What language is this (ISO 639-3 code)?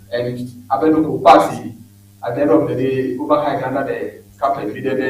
ewe